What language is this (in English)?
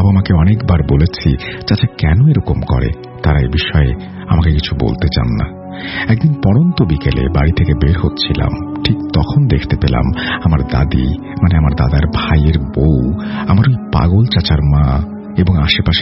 Bangla